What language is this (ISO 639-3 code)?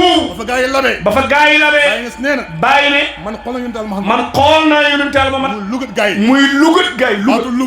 wol